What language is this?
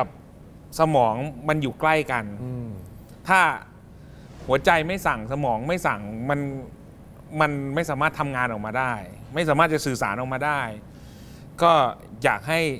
Thai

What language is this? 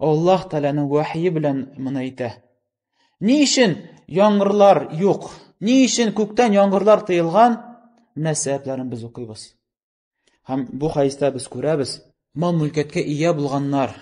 Tatar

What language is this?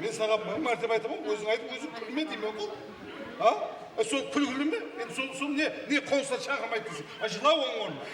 Kara-Kalpak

